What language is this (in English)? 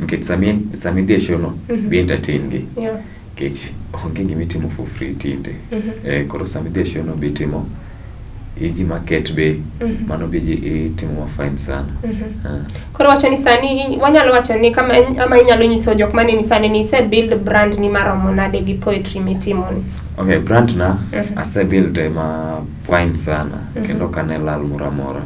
Luo (Kenya and Tanzania)